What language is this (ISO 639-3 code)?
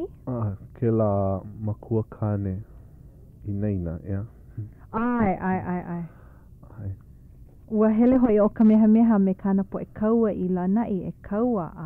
haw